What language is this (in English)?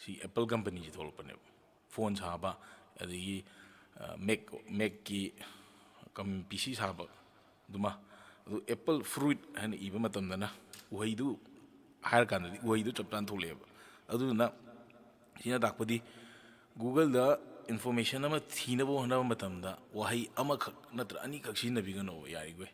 Manipuri